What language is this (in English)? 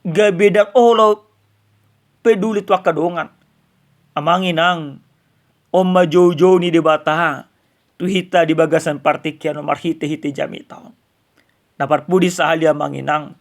Batak Toba